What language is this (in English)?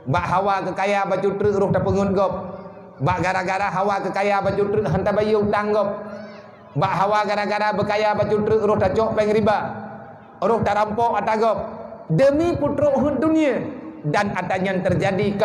Achinese